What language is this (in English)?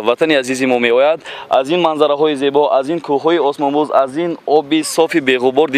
Tajik